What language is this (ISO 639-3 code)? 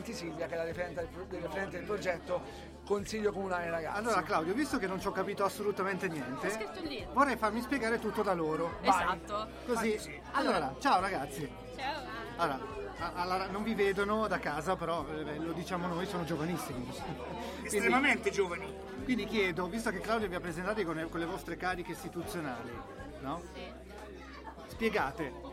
ita